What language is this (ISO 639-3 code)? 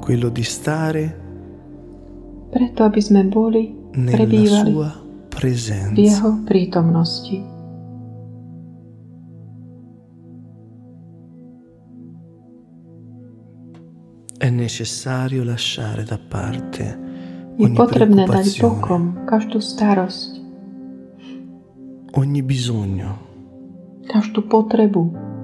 slk